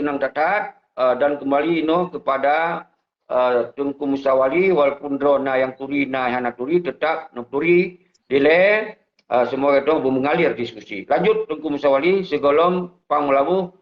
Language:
Achinese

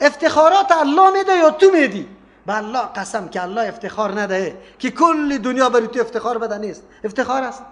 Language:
Persian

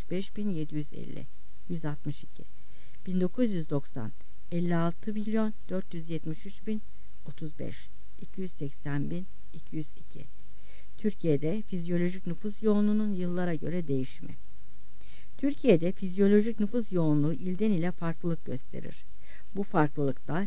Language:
Turkish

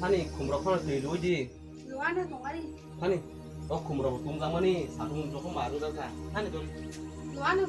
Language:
Kok Borok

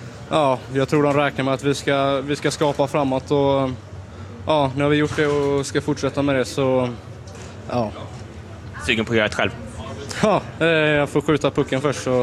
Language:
Swedish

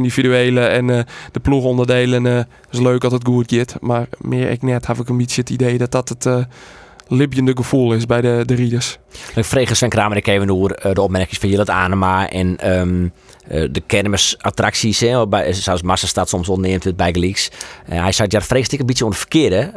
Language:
Western Frisian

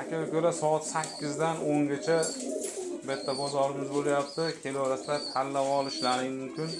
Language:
Uzbek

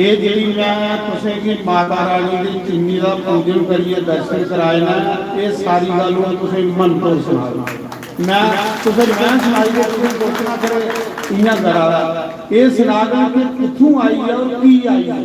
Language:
Dogri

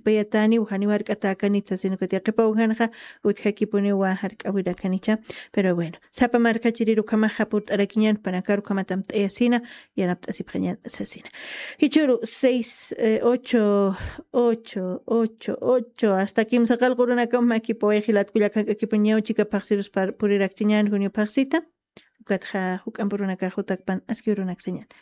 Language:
Aymara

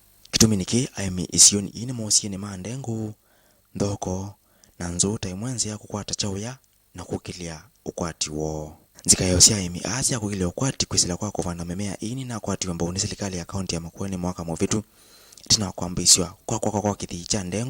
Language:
Kamba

